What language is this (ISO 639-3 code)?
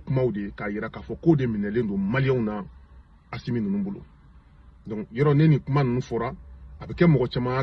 bam